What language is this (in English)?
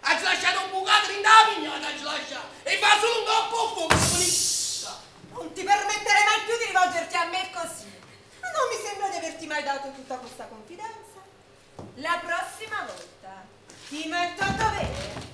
Neapolitan